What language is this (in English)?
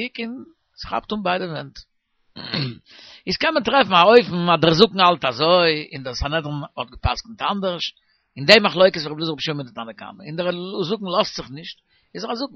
Yiddish